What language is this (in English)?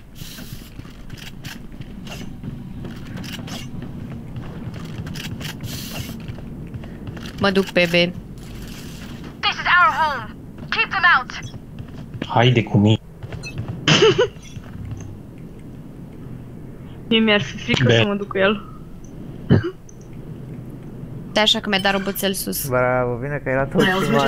Romanian